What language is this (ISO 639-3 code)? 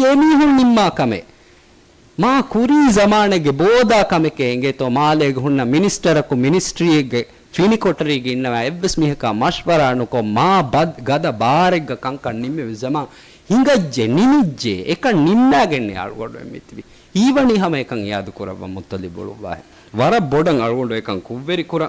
div